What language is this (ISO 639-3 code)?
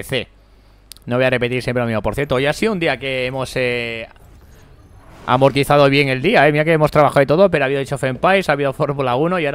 spa